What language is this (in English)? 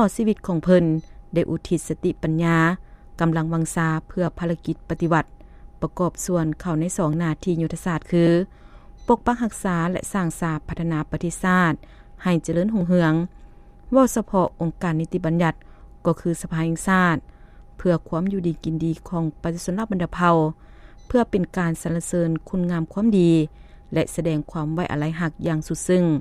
Lao